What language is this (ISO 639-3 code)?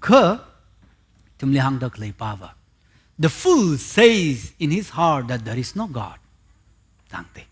nmf